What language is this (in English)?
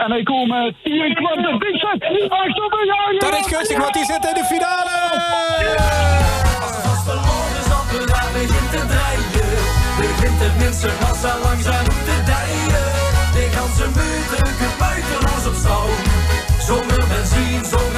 Limburgish